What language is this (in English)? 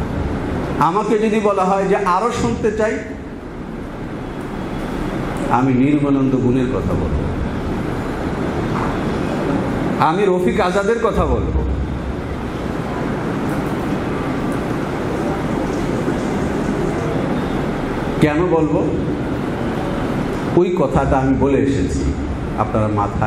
Bangla